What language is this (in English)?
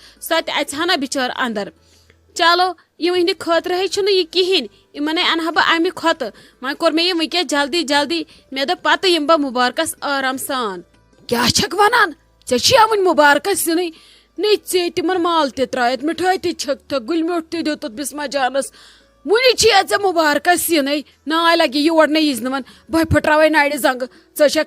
Kashmiri